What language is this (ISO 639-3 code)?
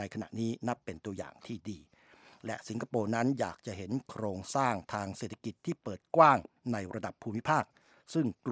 tha